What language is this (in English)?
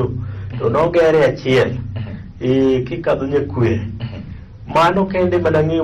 Luo (Kenya and Tanzania)